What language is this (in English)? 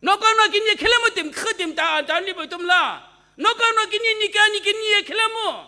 Sumi Naga